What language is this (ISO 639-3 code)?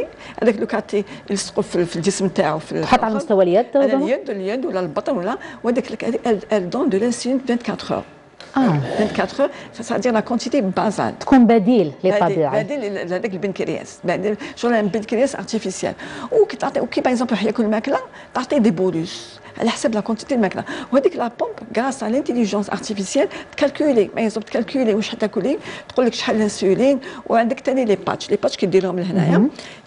arq